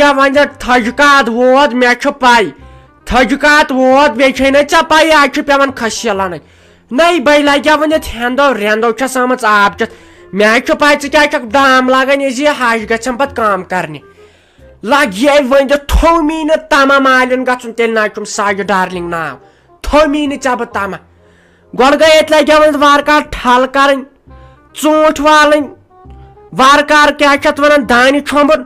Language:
Kashmiri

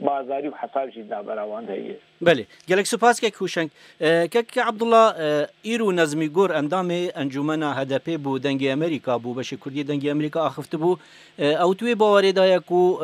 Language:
Kurdish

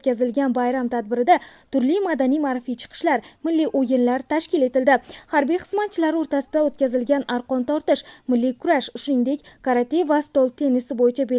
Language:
Uzbek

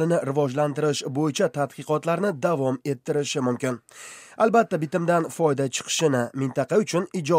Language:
Uzbek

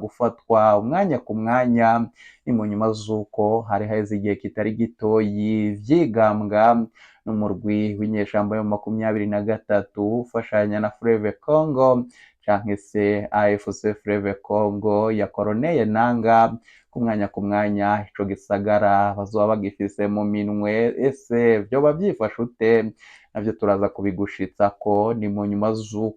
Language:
Rundi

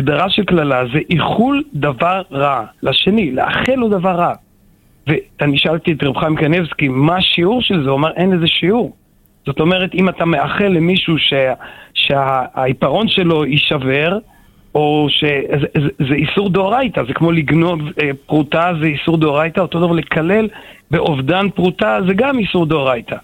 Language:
Hebrew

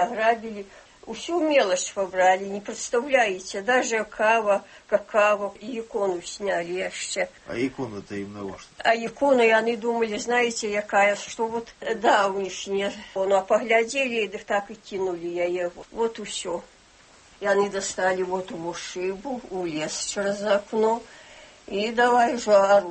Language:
Belarusian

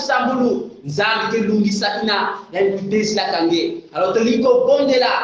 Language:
Kongo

